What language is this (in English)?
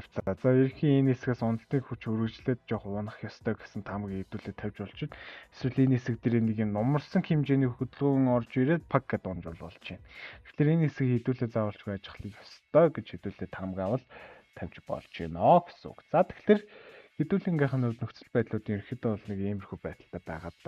Mongolian